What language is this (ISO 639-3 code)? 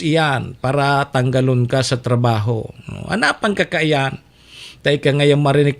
bik